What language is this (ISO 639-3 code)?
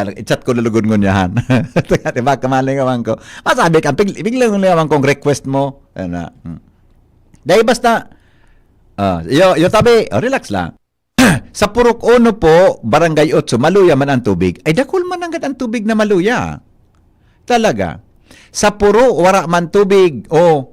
bik